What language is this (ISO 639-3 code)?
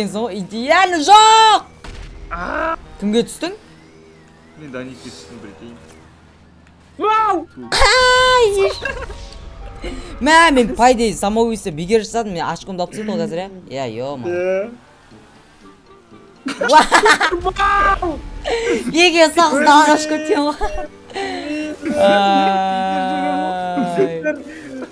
kaz